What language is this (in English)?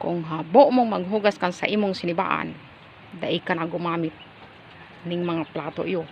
Bikol